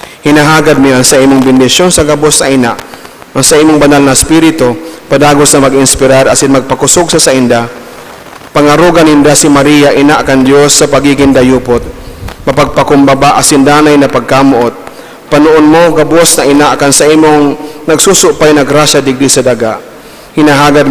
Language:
Bikol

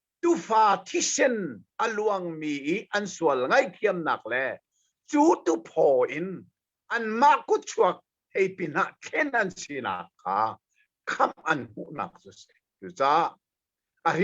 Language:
Hakha Chin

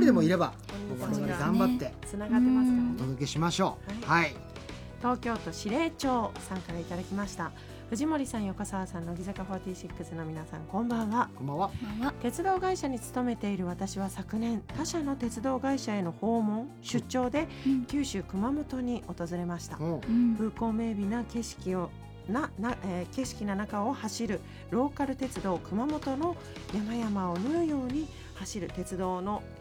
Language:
Japanese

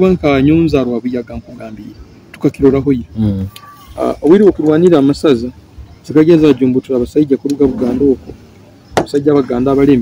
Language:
Nyoro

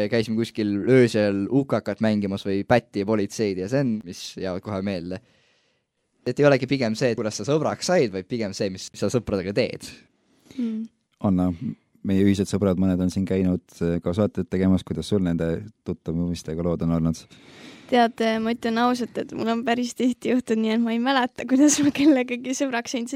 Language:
Estonian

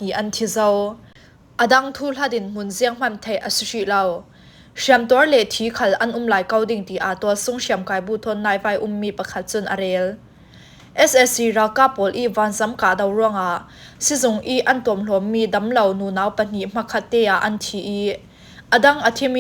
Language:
Falam Chin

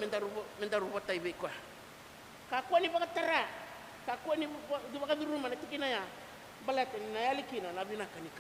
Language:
Fijian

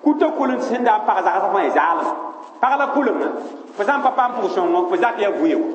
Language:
Mossi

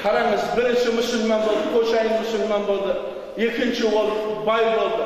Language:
Kazakh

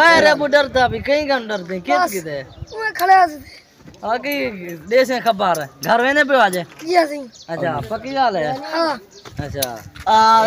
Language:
Saraiki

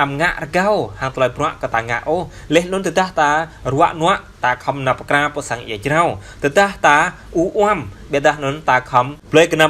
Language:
Jarai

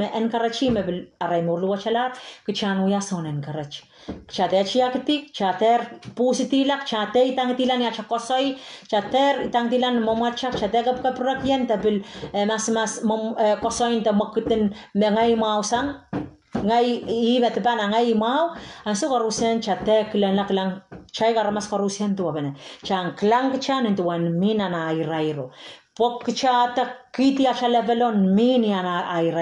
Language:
Pohnpeian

